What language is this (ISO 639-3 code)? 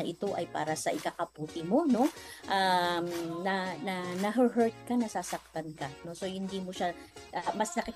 fil